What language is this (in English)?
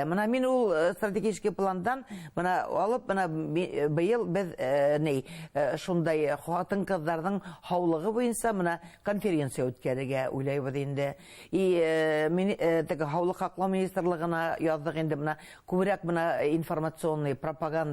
Bashkir